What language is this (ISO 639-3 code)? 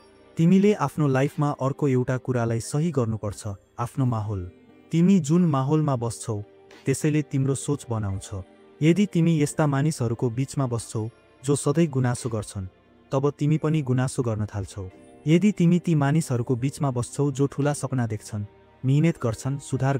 nep